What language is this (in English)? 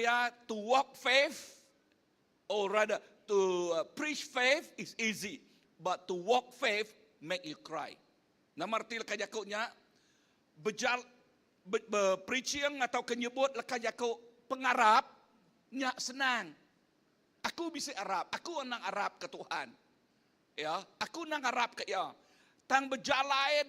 Iban